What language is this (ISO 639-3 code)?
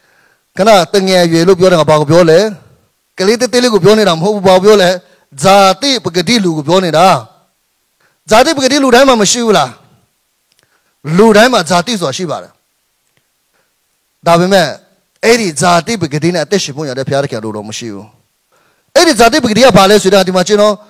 mya